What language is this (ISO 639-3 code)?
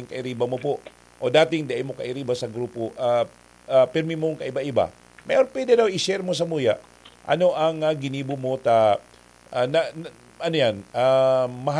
bik